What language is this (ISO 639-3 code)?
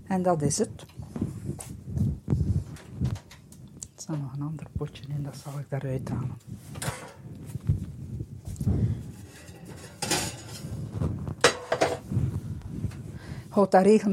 nld